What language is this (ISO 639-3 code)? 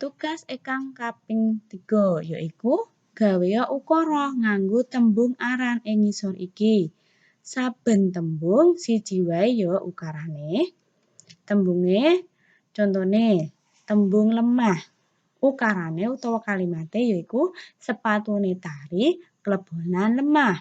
jav